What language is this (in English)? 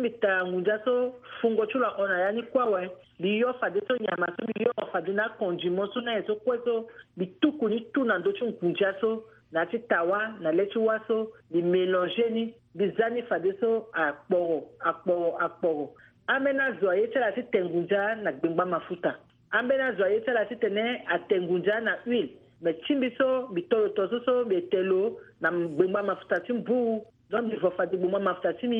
Sango